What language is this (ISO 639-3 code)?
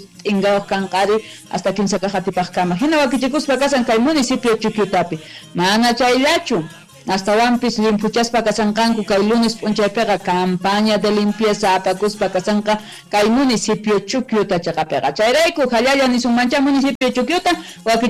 quh